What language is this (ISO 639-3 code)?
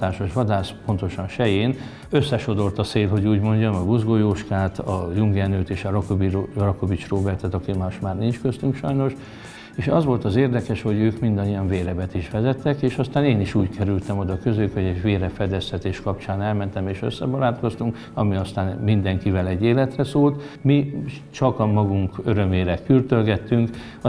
hun